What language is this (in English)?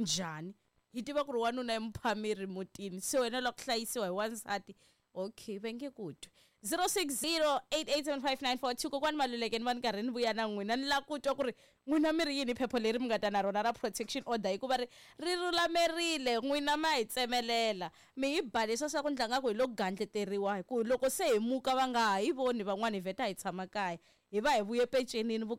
Tsonga